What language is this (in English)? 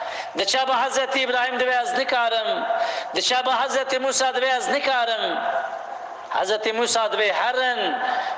Kurdish